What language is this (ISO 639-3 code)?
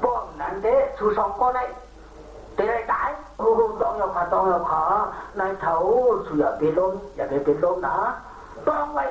shn